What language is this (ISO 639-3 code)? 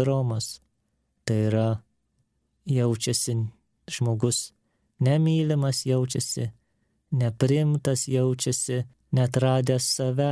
lit